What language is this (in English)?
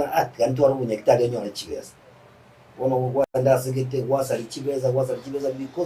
Gusii